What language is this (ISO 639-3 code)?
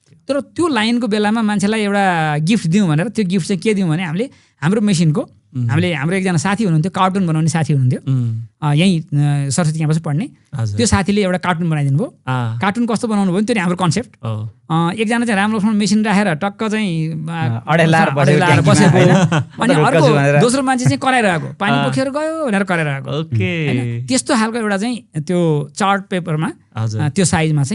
nep